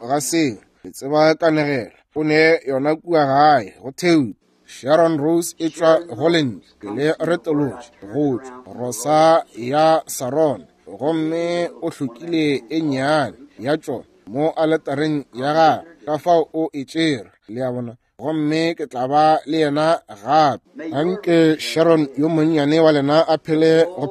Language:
Northern Sotho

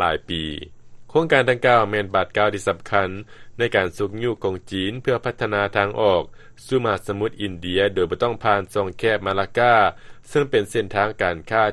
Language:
Lao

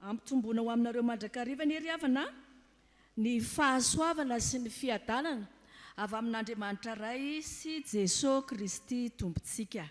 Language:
Malagasy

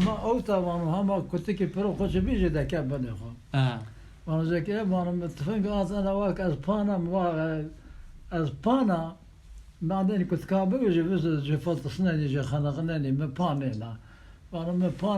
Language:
Kurdish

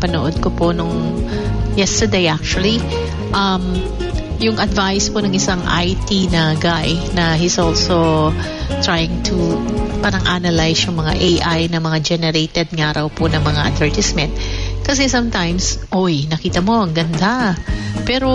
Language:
Filipino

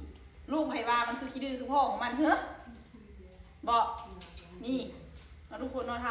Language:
Lao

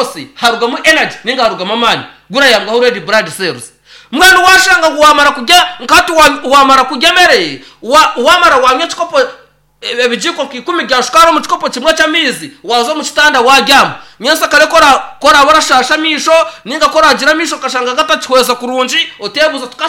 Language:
Nyankole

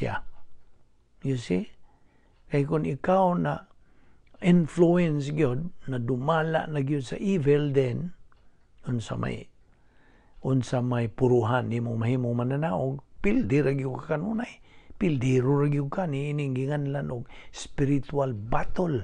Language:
Cebuano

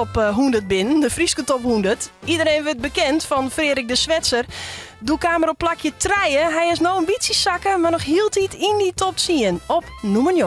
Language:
Western Frisian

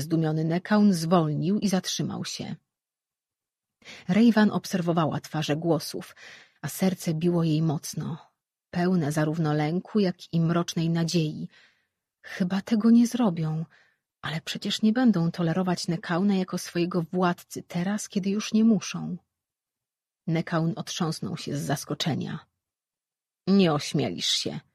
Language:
Polish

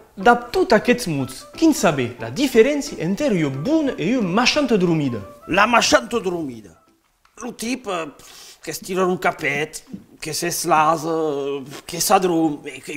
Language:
Occitan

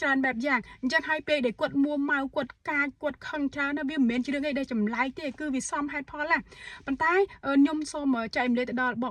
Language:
Khmer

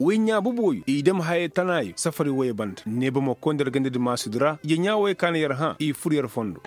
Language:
Koyraboro Senni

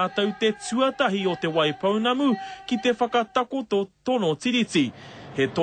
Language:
Māori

